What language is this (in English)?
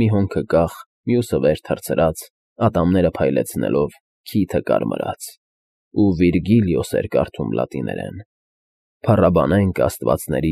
Armenian